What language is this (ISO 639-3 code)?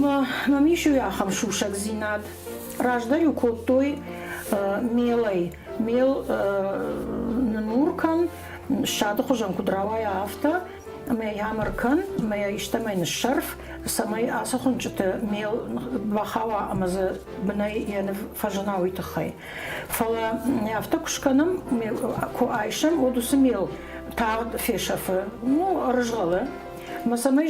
oss